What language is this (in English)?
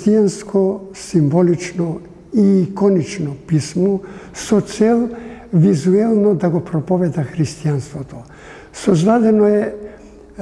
Macedonian